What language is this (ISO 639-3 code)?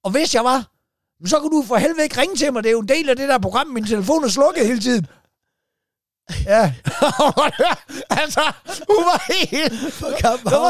dan